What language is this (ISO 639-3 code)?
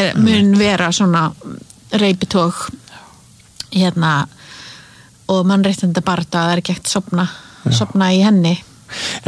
isl